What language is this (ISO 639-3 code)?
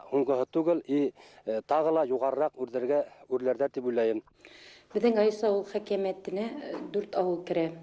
bak